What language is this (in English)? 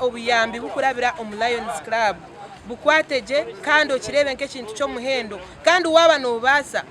Nyankole